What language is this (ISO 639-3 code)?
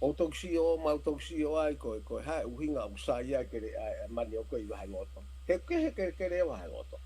ton